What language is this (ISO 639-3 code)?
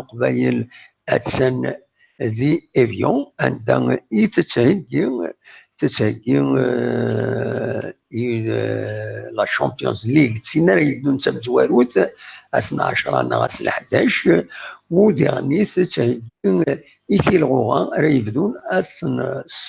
kab